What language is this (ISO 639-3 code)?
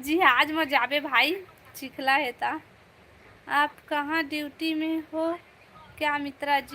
hne